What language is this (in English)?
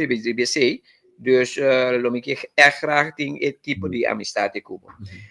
Papiamento